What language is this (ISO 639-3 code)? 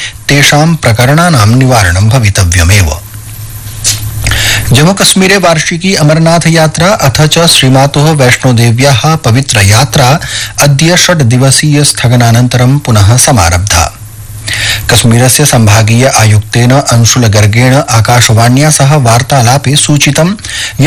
san